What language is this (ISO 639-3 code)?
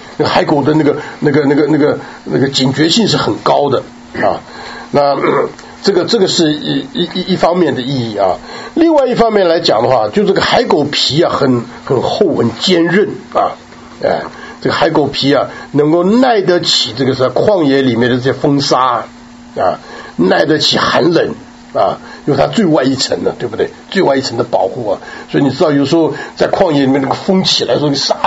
zho